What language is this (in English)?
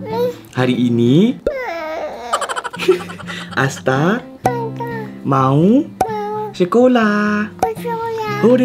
Indonesian